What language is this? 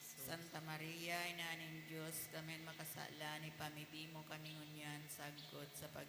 Bikol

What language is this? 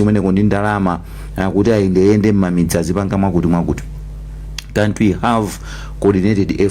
Nyanja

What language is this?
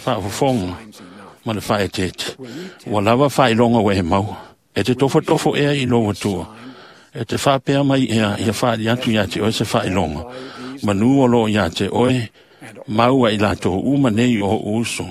Samoan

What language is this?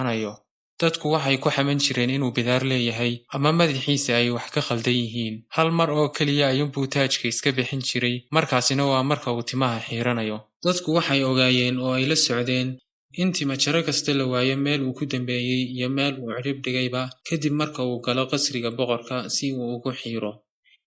Somali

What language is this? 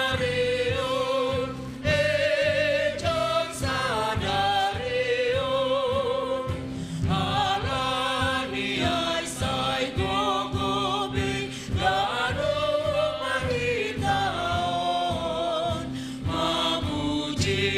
Batak Simalungun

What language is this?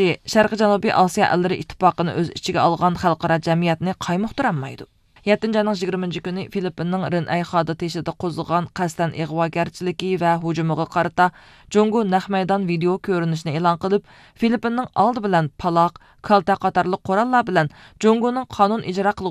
Uyghur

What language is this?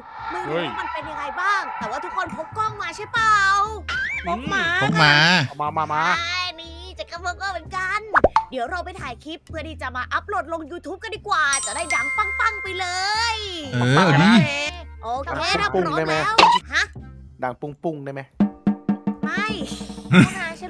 Thai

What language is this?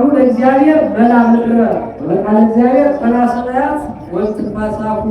Amharic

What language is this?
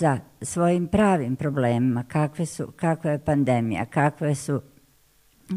Bosnian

